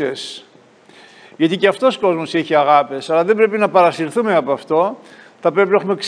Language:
Greek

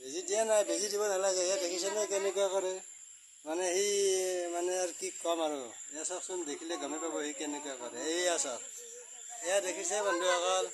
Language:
Assamese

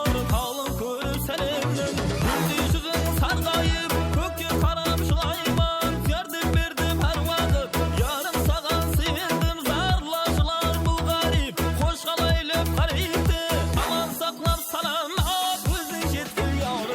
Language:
Kara-Kalpak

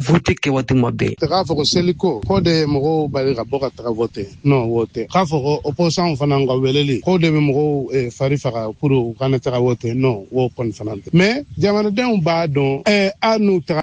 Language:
Bambara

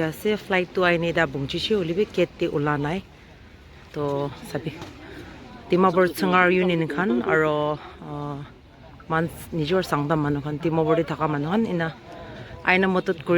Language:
Naga Pidgin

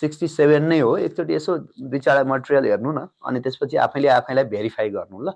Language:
Nepali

